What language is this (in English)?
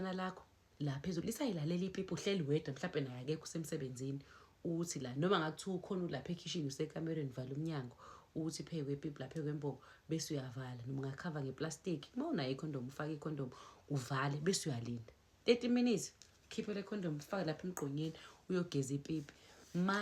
Zulu